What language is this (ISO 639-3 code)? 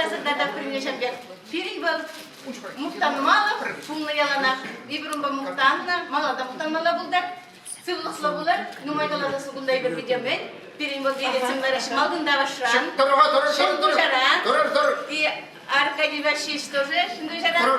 chv